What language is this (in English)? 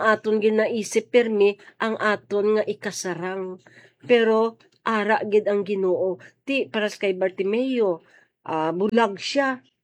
Hiligaynon